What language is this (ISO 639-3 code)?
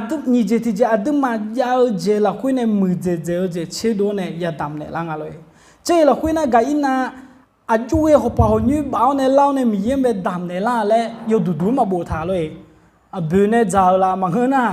ahk